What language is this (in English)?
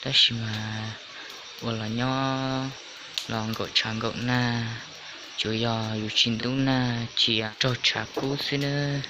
Hmong